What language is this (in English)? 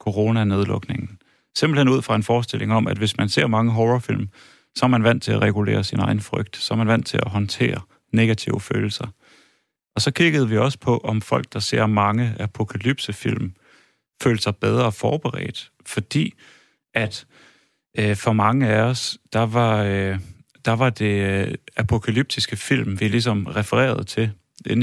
Danish